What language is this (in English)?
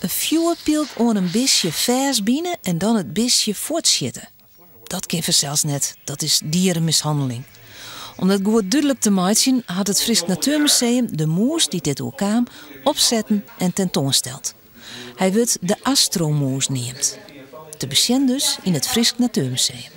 Western Frisian